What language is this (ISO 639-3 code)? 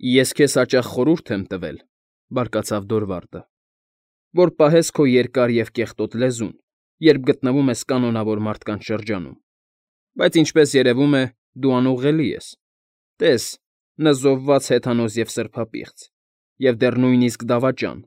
hye